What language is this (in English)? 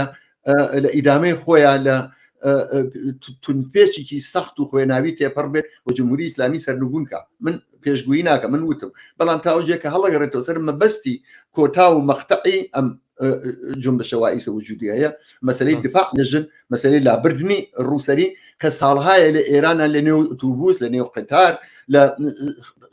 Central Kurdish